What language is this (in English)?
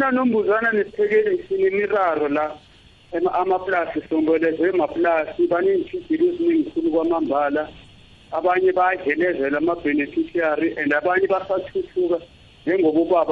South Ndebele